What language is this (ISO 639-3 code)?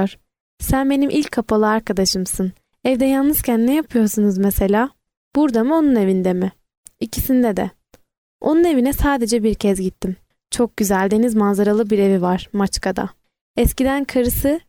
tur